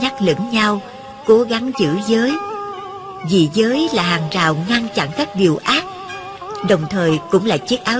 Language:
Vietnamese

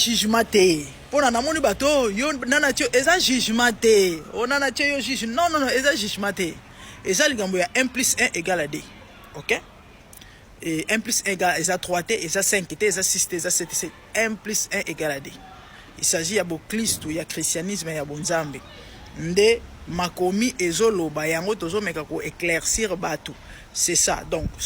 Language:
Lingala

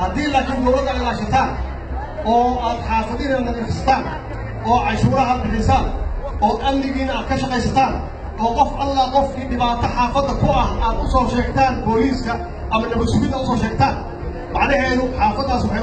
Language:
Somali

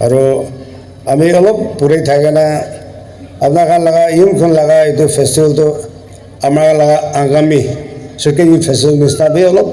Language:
Naga Pidgin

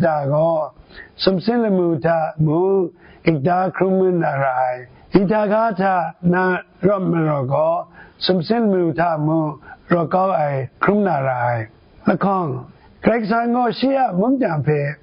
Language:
Kachin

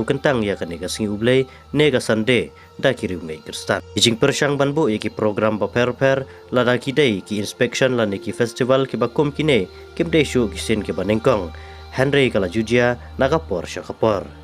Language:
Khasi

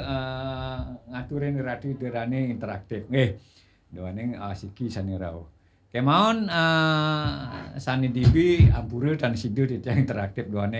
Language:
Balinese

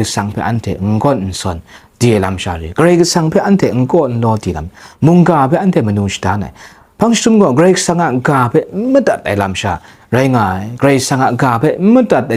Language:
Kachin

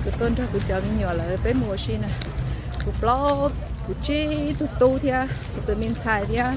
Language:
Hmong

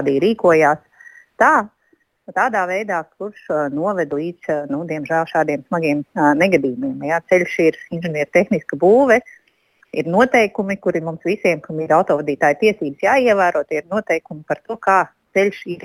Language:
Latvian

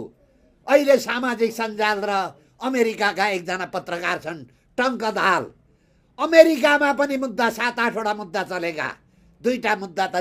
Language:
Nepali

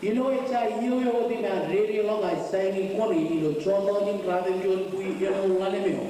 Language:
Marshallese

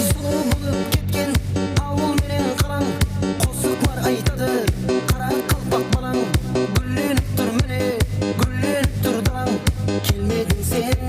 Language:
Kara-Kalpak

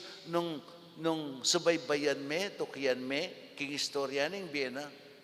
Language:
Pampanga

